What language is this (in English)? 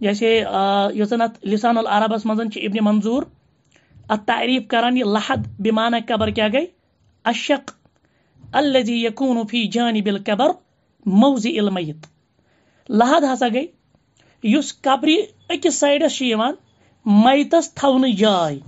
Kashmiri